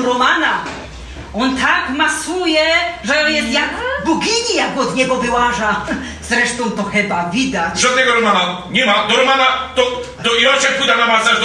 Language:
Silesian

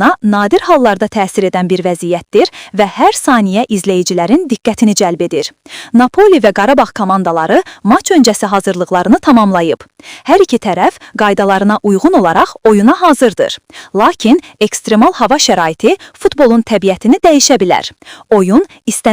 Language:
Azerbaijani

